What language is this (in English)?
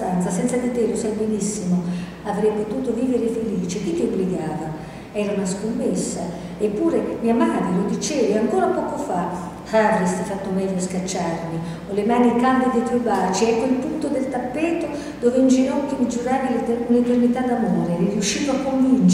Italian